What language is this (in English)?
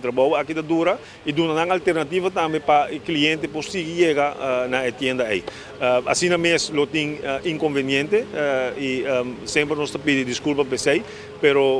Papiamento